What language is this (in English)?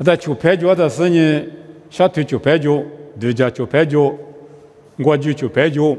Lisu